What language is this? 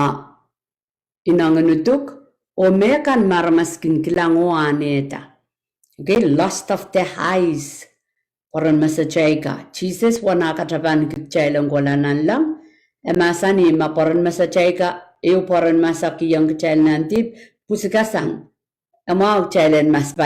Pohnpeian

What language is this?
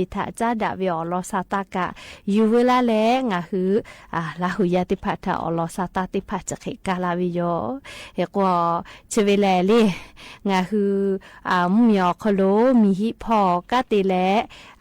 Lahu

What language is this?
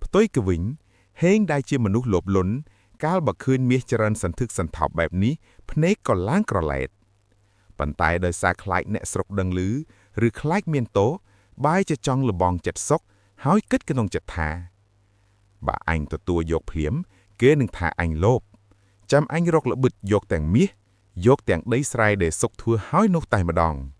Khmer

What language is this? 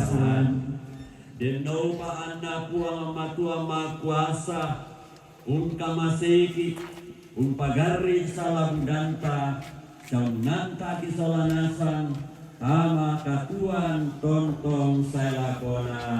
Toraja-Sa'dan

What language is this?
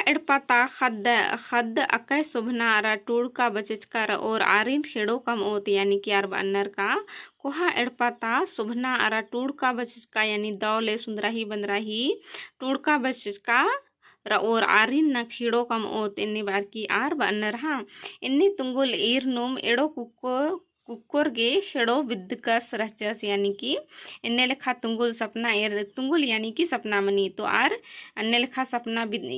Kurukh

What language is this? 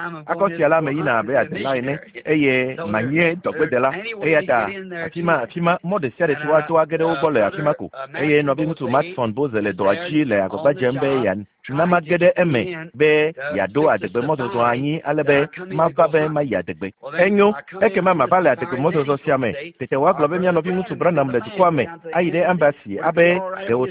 Ewe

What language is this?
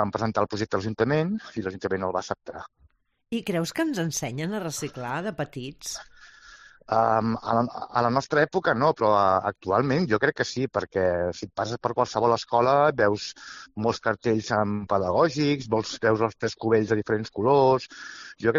Catalan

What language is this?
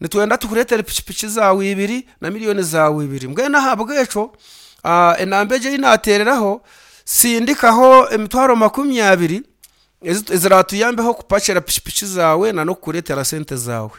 Nyankole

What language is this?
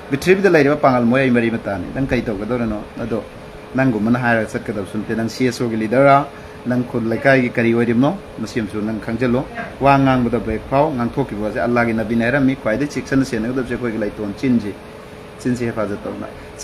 Manipuri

